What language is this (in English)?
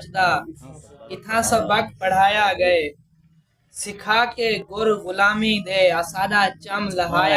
Saraiki